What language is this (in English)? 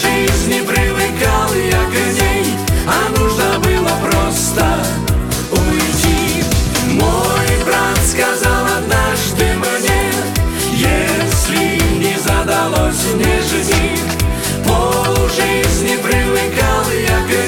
Russian